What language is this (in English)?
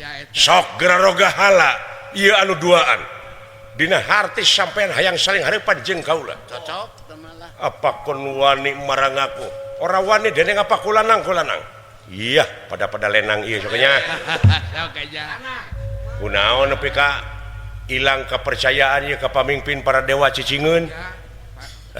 Sundanese